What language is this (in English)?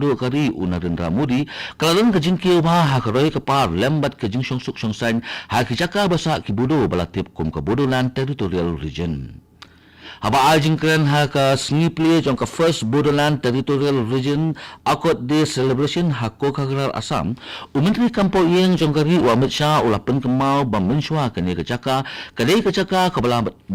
Khasi